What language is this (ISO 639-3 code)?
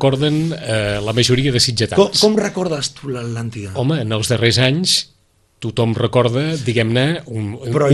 cat